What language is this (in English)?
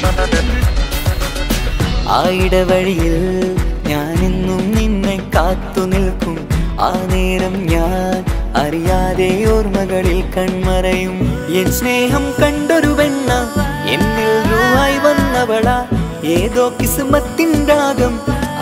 Malayalam